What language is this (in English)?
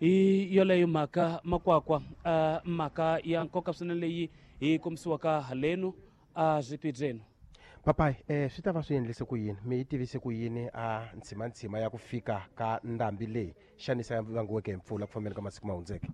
Tsonga